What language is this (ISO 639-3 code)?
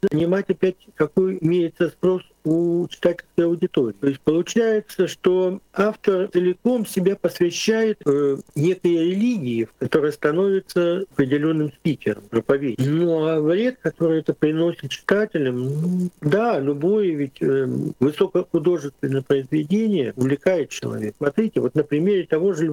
rus